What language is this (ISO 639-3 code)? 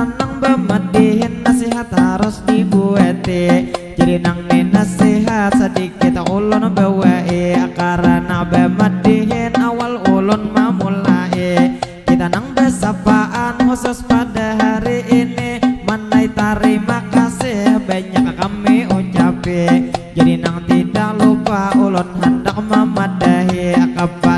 bjn